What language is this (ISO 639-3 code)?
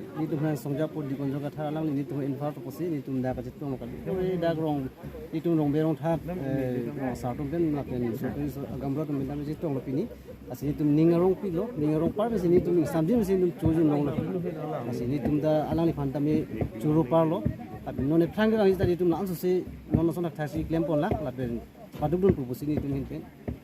mjw